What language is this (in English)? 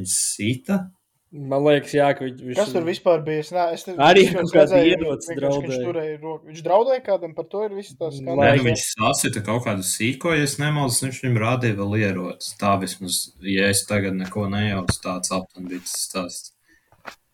Latvian